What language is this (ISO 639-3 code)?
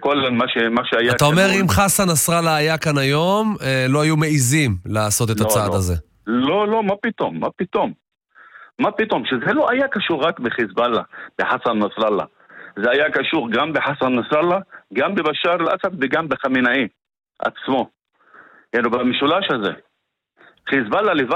heb